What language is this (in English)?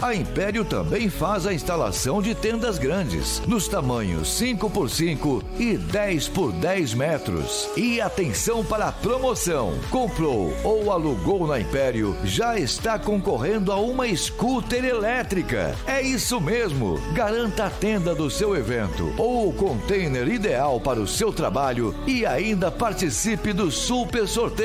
Portuguese